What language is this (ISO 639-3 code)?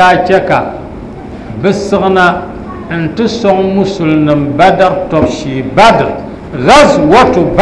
dag